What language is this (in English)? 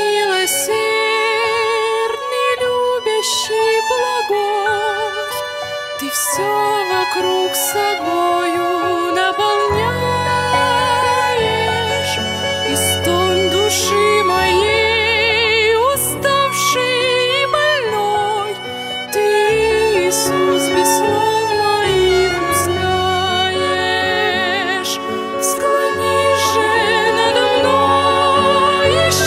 Russian